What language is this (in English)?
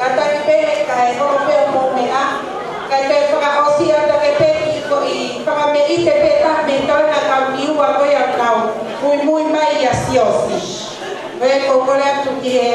Tongan